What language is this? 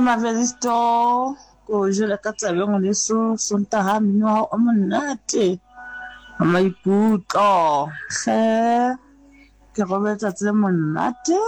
Southern Sotho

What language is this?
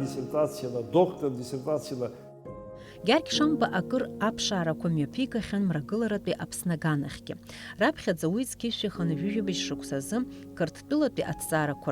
Abkhazian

